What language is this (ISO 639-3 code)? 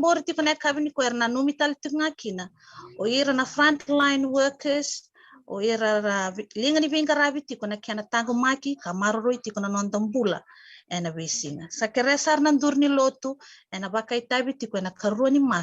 fij